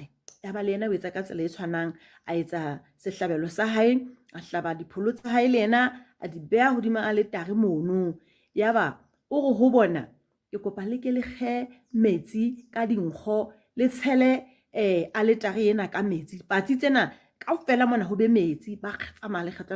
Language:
Southern Sotho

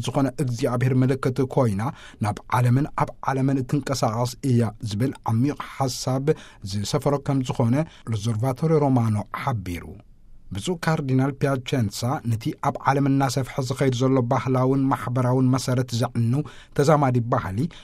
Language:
Tigrinya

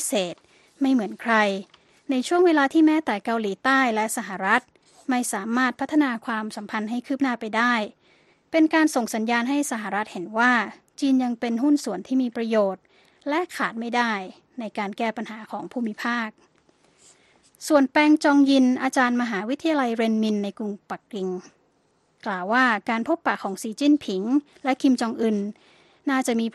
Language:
Thai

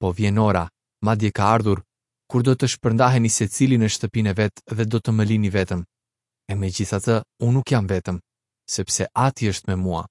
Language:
Albanian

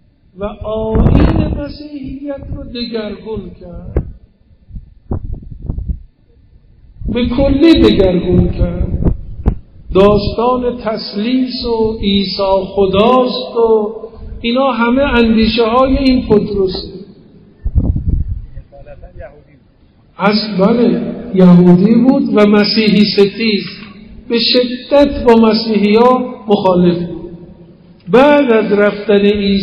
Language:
Persian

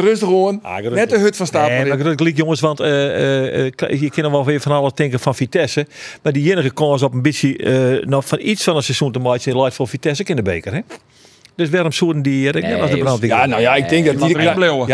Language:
Western Frisian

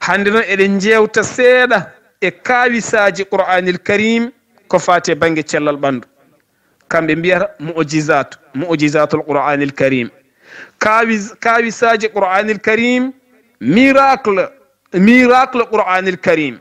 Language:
Fula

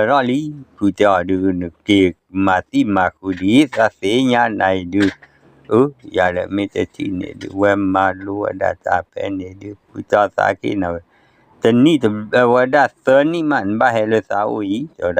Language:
S'gaw Karen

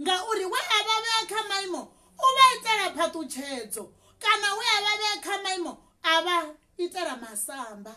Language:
Venda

